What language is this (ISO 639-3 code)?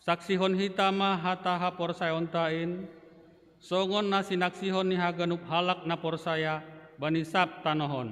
bts